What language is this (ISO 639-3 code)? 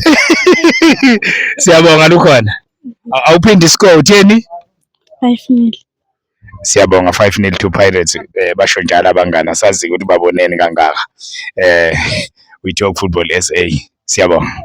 zul